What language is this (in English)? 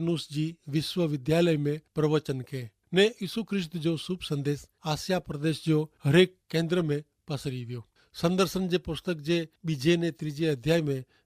Kachhi